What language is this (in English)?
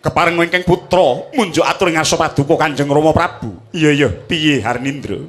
Javanese